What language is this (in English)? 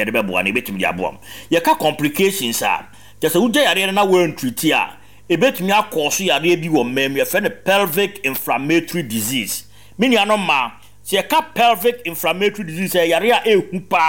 Akan